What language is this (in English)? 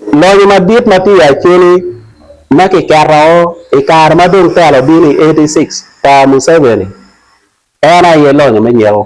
Acoli